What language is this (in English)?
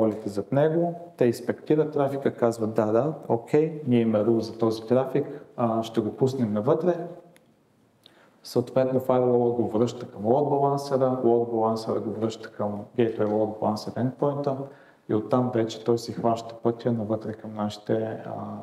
Bulgarian